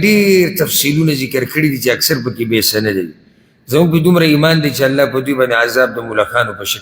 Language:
Pashto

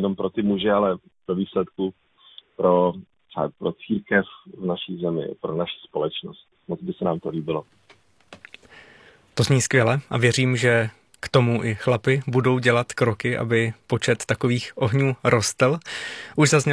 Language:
Czech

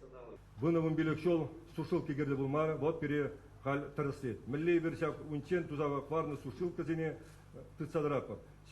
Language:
Chuvash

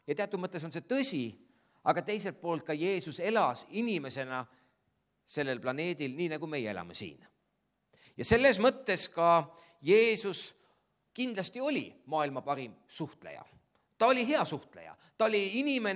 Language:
Estonian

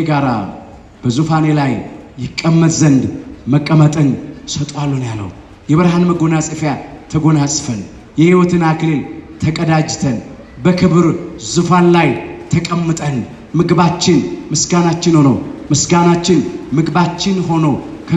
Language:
Amharic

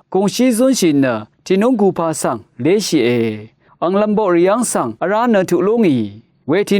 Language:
Rawang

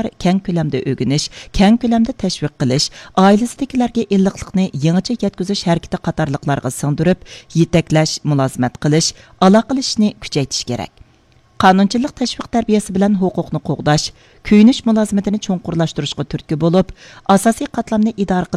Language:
Uyghur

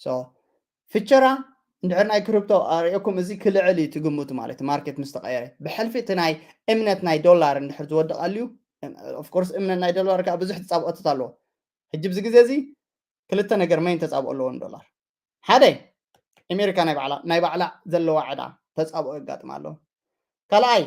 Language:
Tigrinya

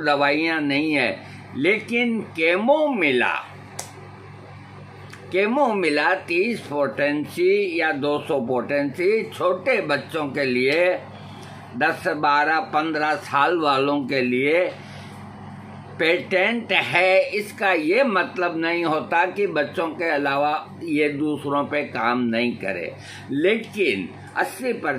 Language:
Hindi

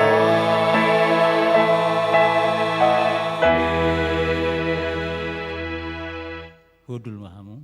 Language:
Batak Toba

